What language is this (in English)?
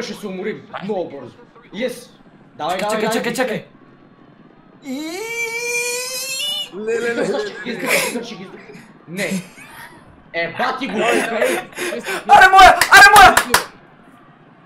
Bulgarian